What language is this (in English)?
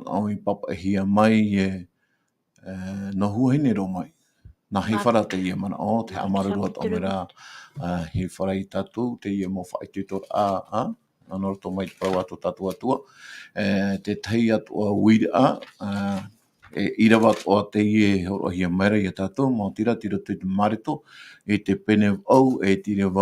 Tahitian